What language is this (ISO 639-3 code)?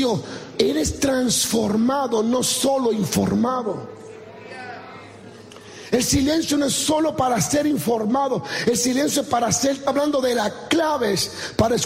spa